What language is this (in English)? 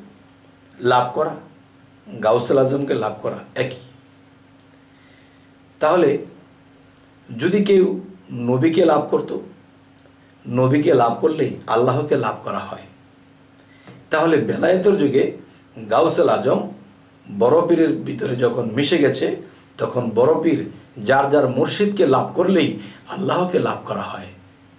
Bangla